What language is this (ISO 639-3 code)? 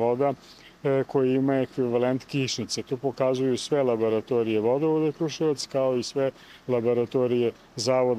srp